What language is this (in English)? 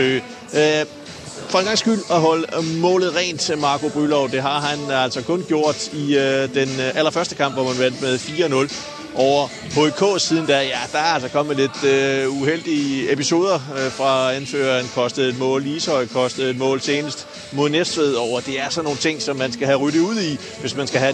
Danish